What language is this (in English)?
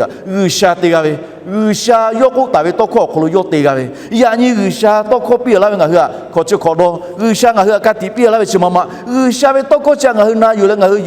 Lahu